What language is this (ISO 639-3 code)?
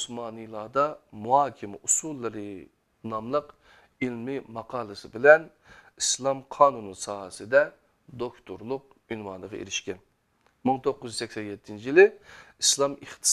uig